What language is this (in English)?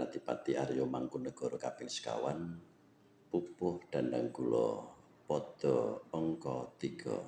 Javanese